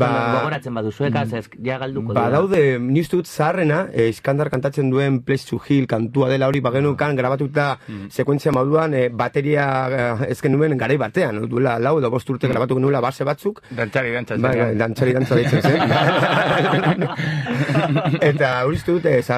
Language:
Basque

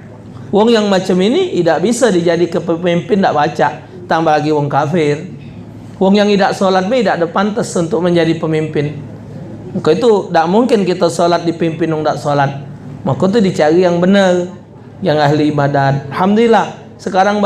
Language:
Musi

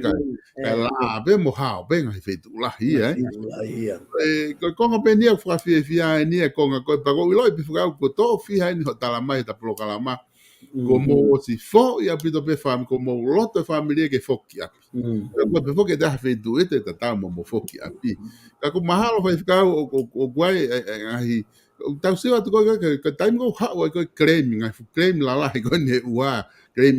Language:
Tongan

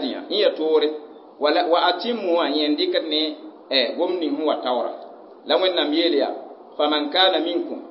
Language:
Mossi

